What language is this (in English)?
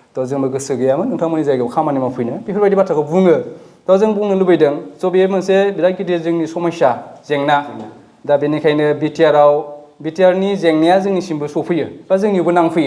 Bodo